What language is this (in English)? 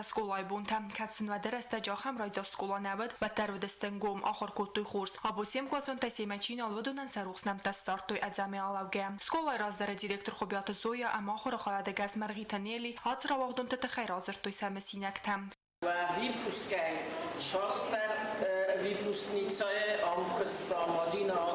Ossetic